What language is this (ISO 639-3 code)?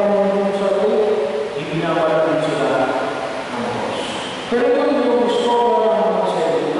fil